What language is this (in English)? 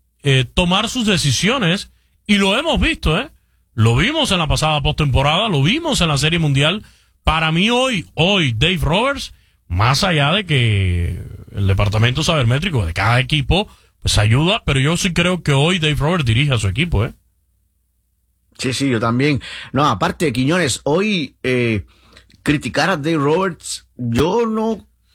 Spanish